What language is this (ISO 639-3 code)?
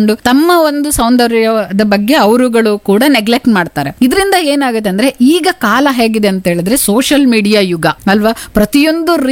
kan